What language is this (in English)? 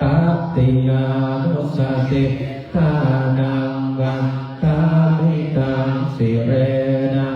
Pali